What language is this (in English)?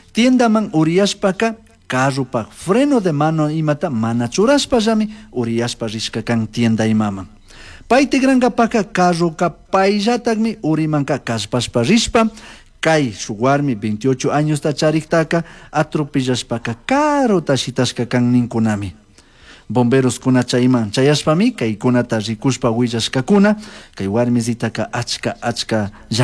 Chimborazo Highland Quichua